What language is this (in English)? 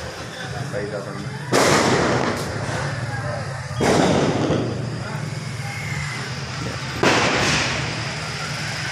Marathi